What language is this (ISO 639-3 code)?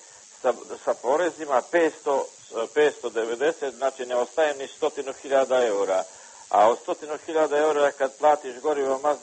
srp